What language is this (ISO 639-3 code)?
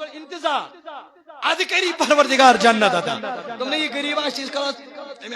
kas